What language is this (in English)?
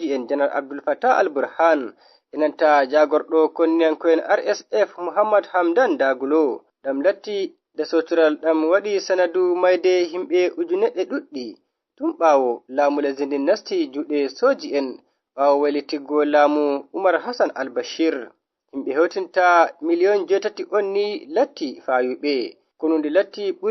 Nigerian Fulfulde